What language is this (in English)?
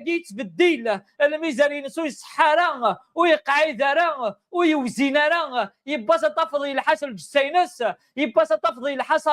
Kabyle